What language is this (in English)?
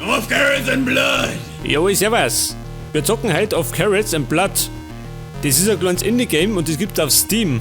Bavarian